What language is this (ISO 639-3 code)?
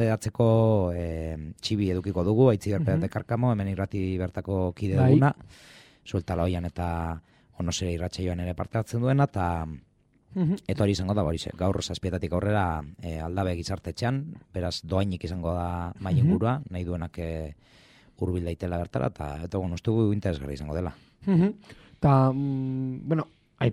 eus